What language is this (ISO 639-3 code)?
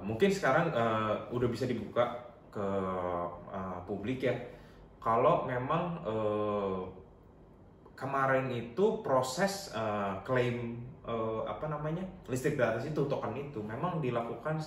ind